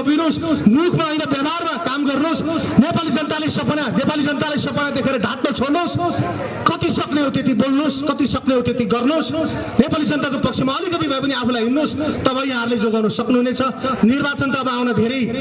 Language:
Nepali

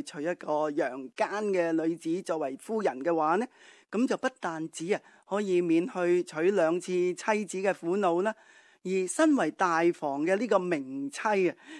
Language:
Cantonese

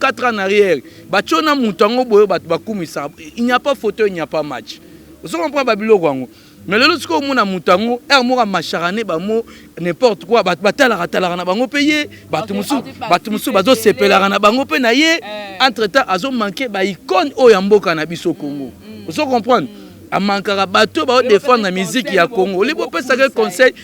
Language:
Lingala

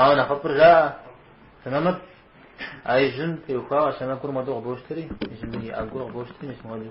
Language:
Kabardian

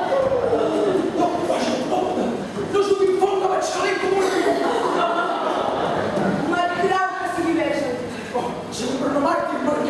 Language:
Catalan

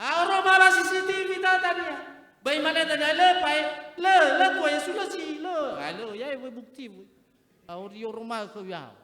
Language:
Nias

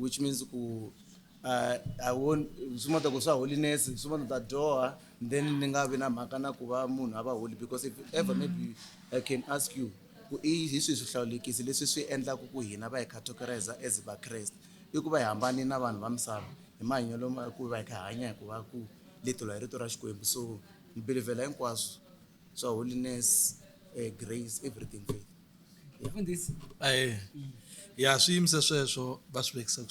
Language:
Tsonga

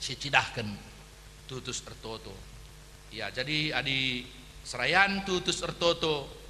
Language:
Batak Karo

